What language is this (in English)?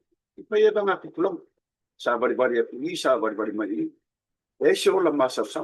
Samoan